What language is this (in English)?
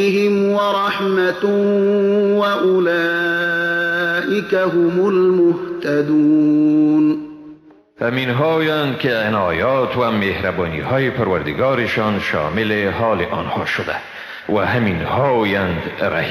Persian